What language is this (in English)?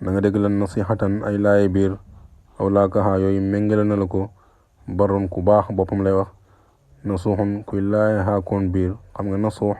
Wolof